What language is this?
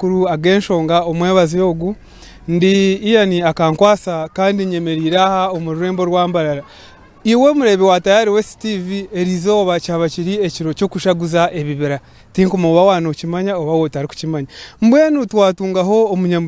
Nyankole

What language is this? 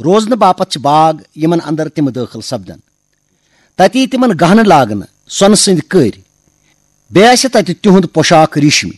Kashmiri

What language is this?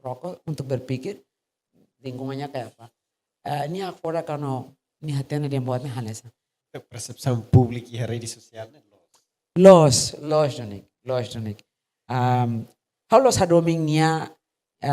Tetum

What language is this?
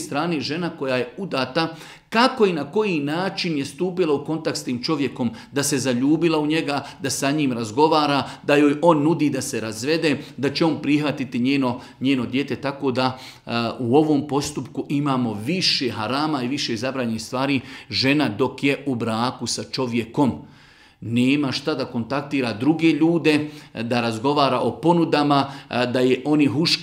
Bosnian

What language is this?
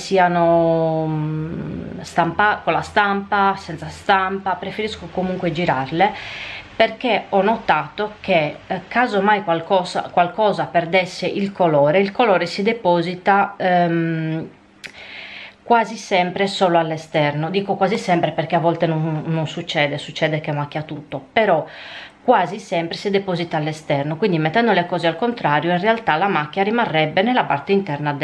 Italian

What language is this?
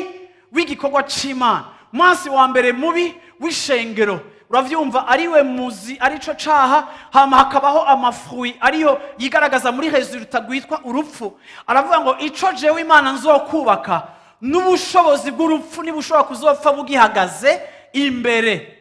Rundi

